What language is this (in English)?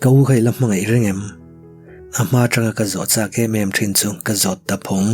Mizo